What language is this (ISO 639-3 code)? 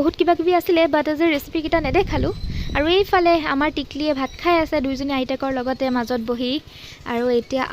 asm